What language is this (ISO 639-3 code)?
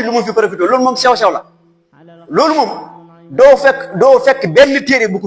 wol